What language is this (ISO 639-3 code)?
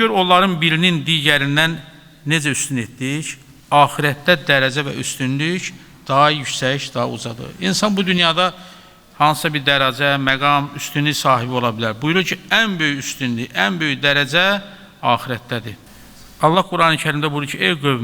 aze